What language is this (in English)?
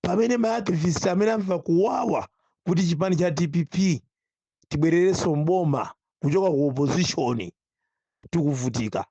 Nyanja